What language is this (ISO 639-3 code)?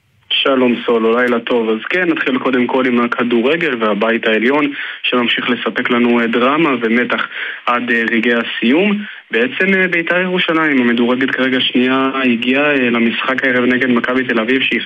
heb